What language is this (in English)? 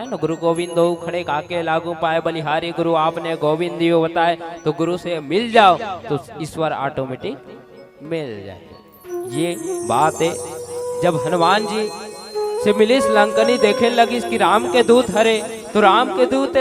Chhattisgarhi